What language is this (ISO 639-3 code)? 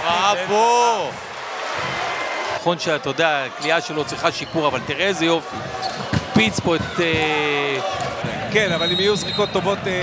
heb